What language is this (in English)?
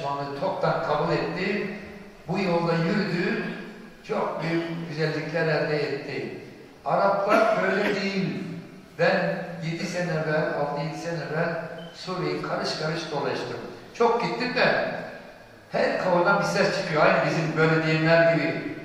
Turkish